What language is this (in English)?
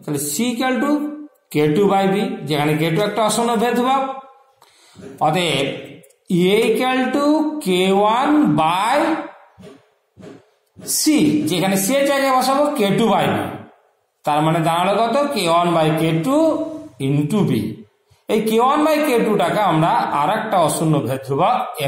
Bangla